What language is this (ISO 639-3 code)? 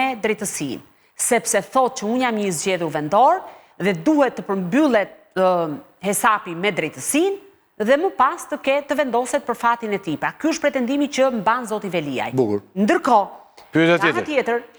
sqi